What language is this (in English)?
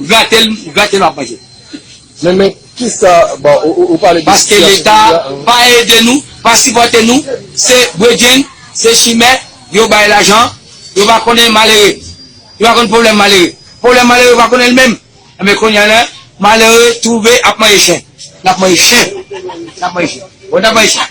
Haitian Creole